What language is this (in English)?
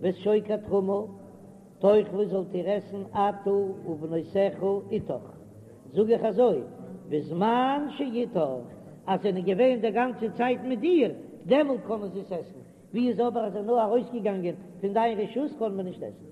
Yiddish